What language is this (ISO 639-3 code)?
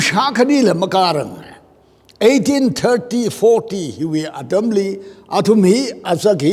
nmf